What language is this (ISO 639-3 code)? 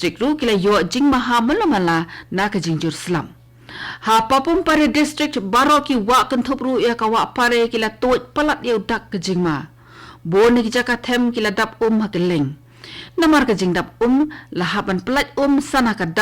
kha